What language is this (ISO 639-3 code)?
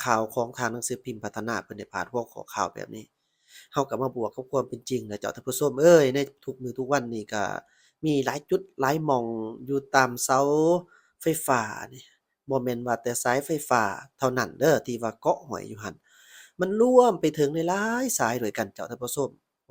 lao